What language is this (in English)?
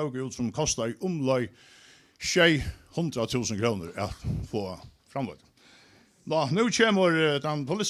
Faroese